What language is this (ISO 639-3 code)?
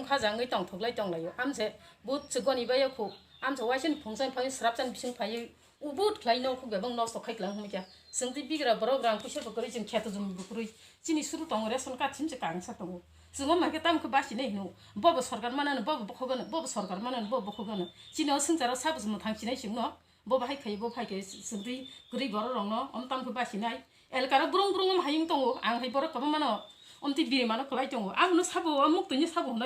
trp